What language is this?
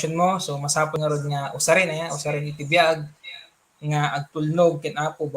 Iloko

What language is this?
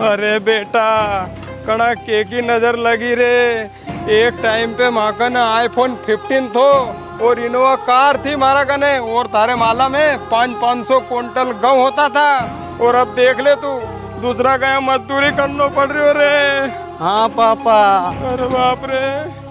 Rajasthani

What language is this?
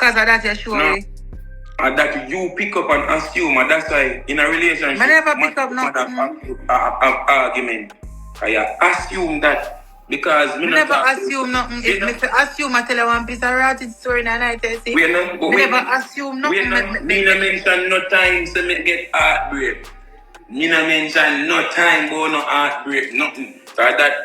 Jamaican Creole English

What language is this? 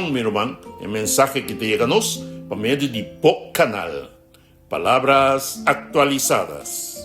Papiamento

